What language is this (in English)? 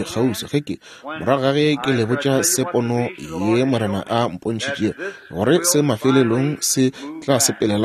Northern Sotho